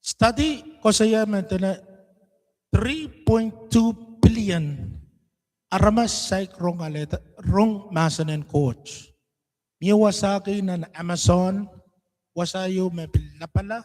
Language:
Pohnpeian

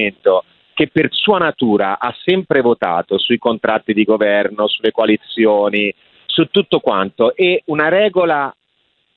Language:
Italian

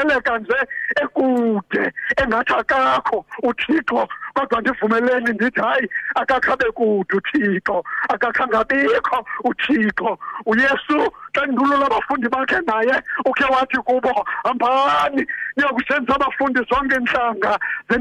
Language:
Xhosa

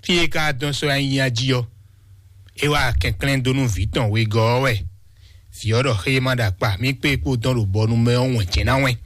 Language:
Fon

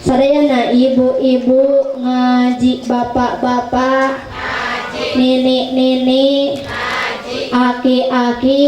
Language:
Sundanese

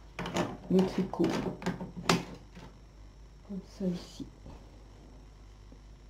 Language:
French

